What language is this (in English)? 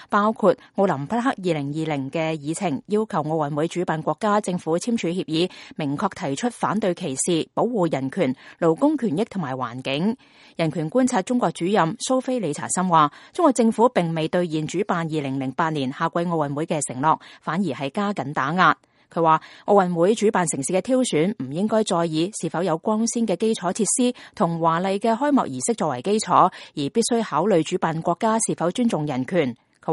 Cantonese